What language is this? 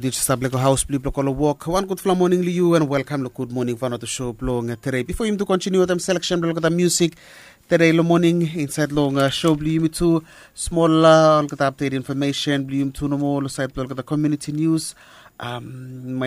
Bislama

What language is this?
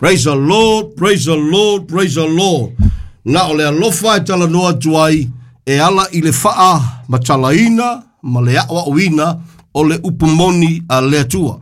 Samoan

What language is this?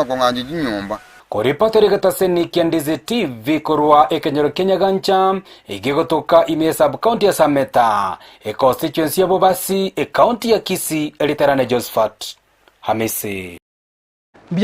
Gusii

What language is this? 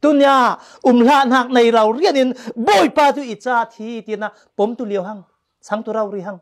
Falam Chin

